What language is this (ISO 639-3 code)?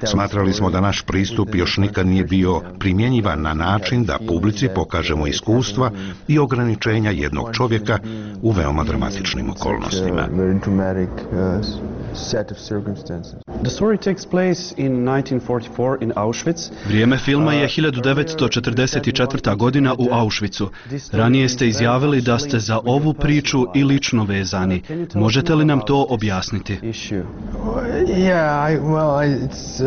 bos